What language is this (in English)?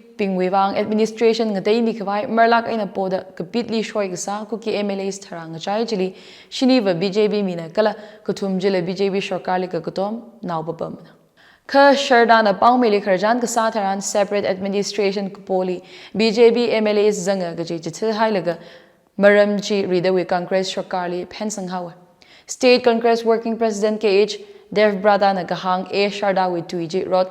Tangkhul Naga (India)